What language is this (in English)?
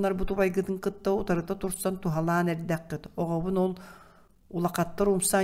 Yakut